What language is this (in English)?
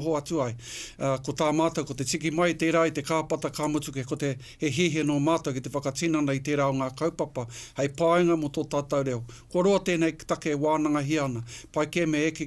Māori